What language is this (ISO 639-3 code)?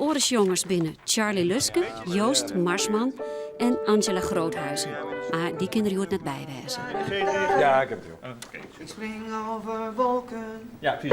fry